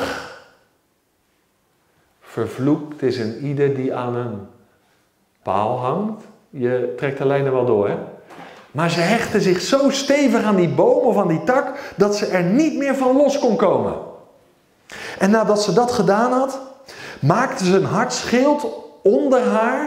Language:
Dutch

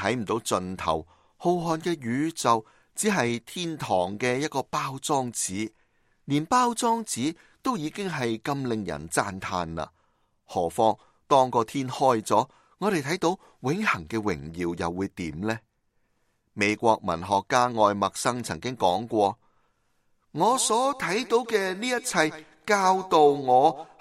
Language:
Cantonese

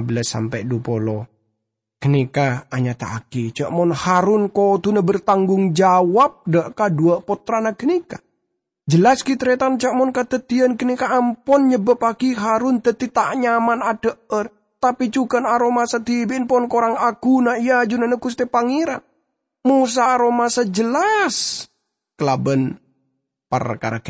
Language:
Madurese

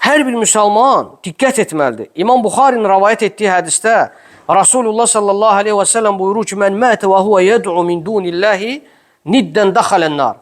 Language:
Azerbaijani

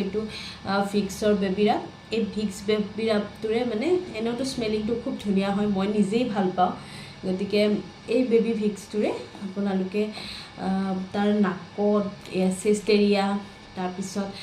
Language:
Assamese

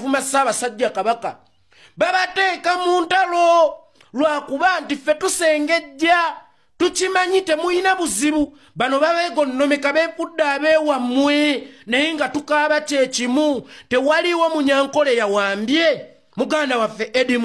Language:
Ganda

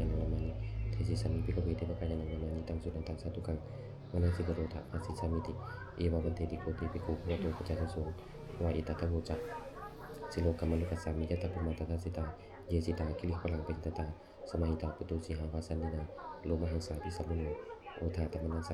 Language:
Pali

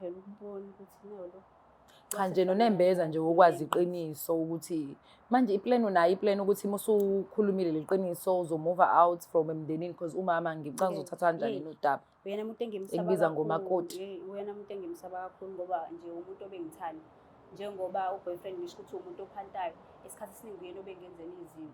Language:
Zulu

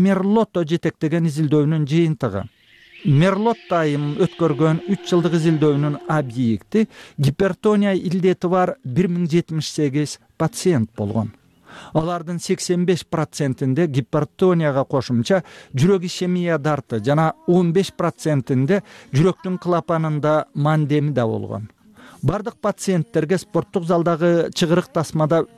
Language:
Kyrgyz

